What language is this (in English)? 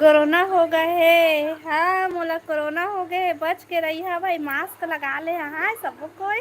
Chhattisgarhi